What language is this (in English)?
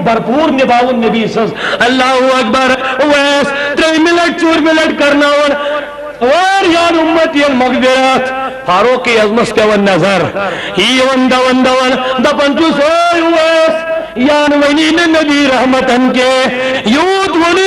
Kashmiri